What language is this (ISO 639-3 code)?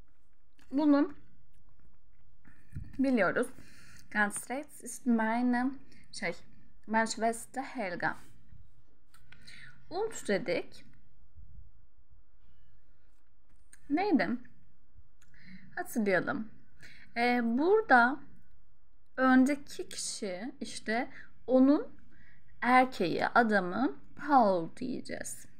tur